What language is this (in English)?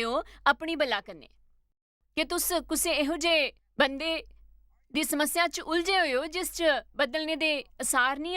Dogri